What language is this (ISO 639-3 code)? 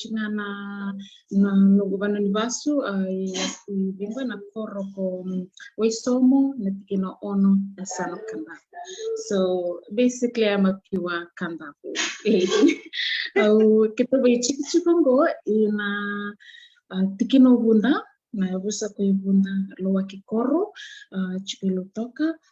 fij